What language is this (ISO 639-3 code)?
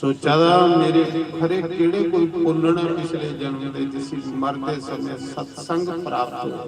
doi